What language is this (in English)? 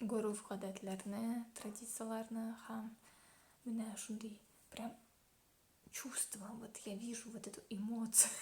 Tatar